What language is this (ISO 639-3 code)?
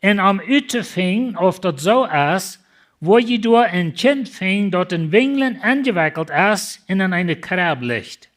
pdt